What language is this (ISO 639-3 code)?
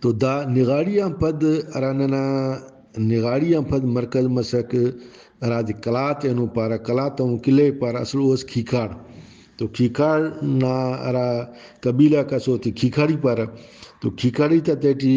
brh